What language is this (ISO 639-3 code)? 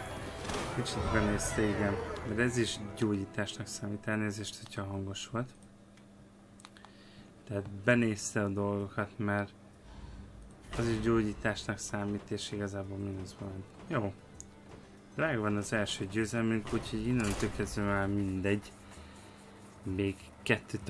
hun